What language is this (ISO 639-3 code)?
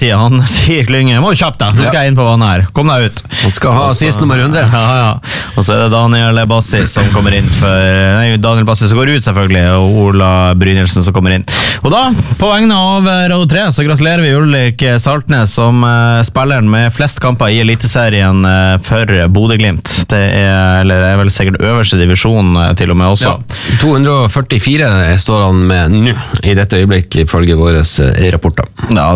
nor